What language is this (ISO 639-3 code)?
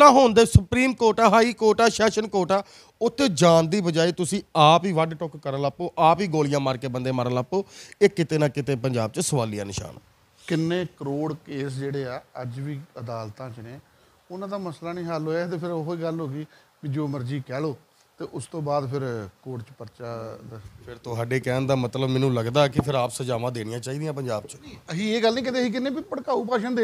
pan